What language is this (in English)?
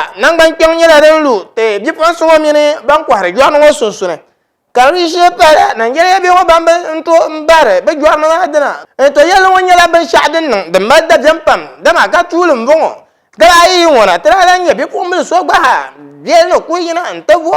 Dagbani